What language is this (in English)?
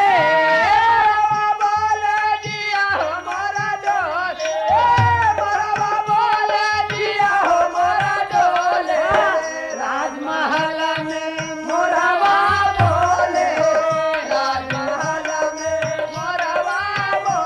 Bhojpuri